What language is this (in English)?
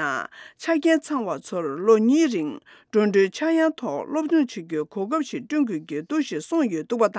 Tibetan